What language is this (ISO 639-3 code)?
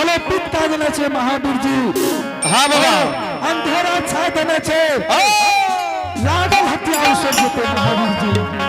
anp